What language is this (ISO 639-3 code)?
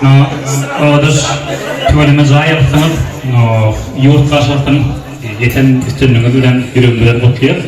tuk